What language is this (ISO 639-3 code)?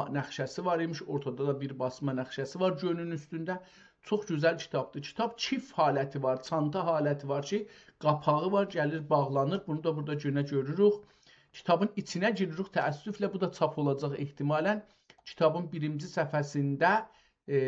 azb